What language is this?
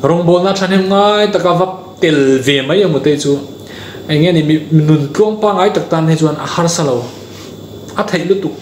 Mizo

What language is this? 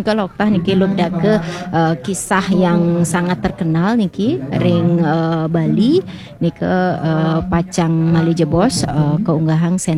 Balinese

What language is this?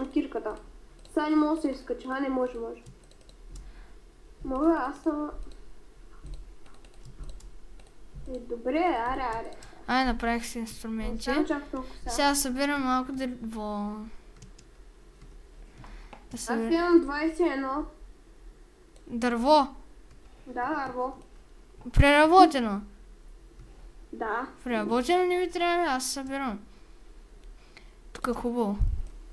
Bulgarian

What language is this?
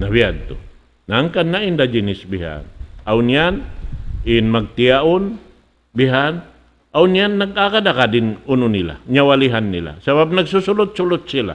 Tausug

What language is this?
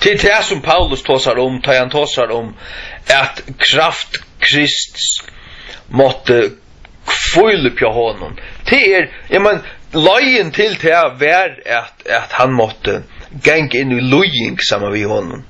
Faroese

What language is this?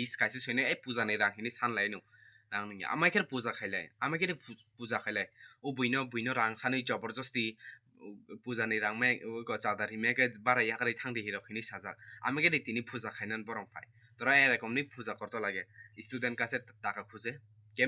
Kok Borok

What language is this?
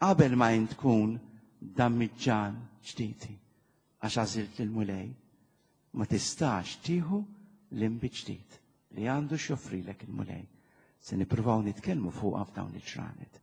Maltese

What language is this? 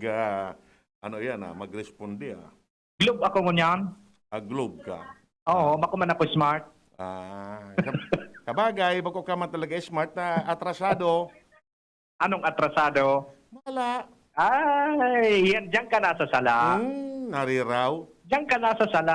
Bikol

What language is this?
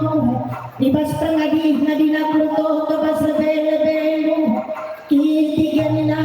Batak Karo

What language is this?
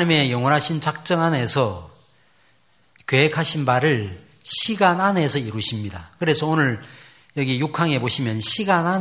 Korean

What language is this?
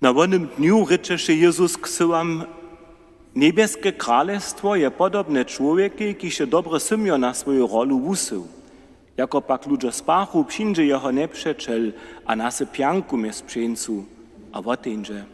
Upper Sorbian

